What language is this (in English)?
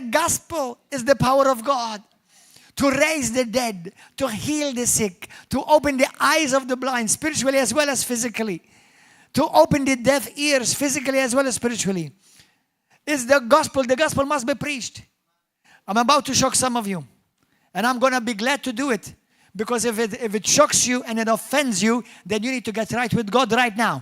English